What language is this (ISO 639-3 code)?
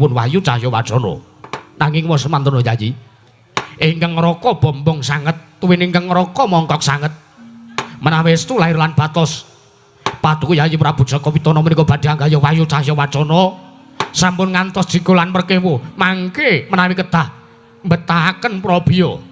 jav